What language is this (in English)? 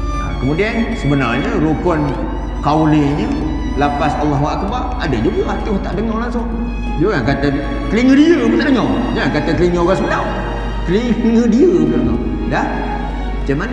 Malay